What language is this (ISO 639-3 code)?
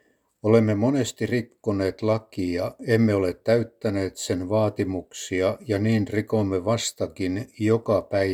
fin